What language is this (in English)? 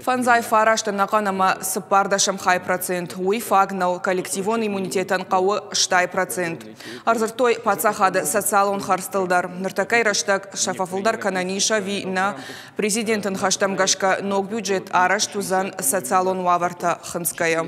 Ossetic